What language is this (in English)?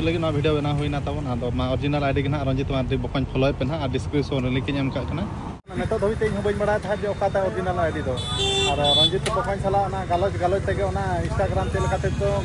Santali